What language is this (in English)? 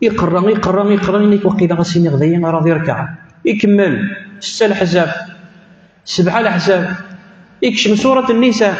Kabyle